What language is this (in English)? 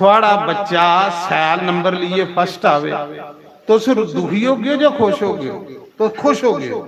Dogri